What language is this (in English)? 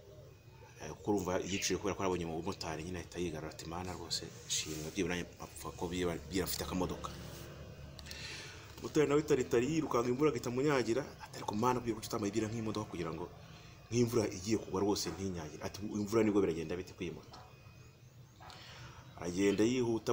Kinyarwanda